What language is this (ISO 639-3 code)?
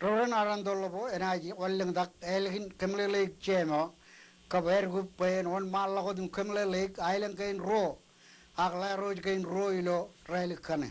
mah